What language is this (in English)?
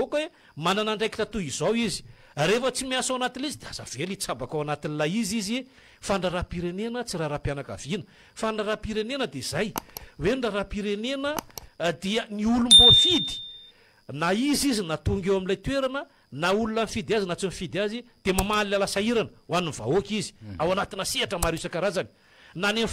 Malagasy